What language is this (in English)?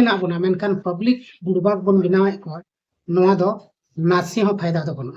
Santali